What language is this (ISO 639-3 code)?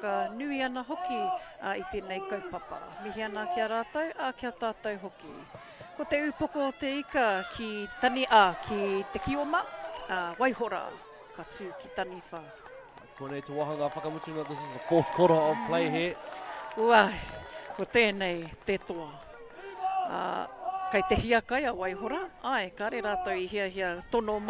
mri